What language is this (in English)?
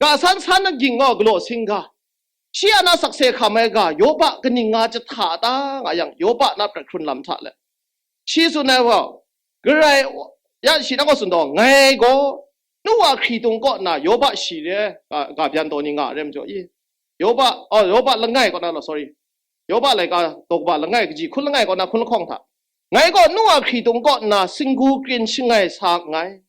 Kachin